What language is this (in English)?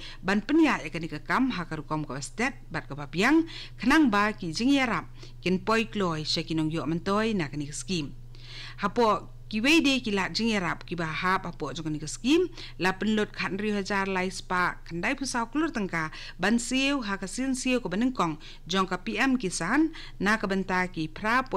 Khasi